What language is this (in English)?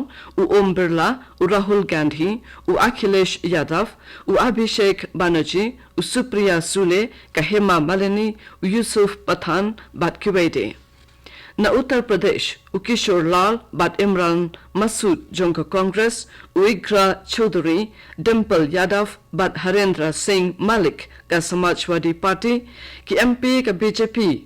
Khasi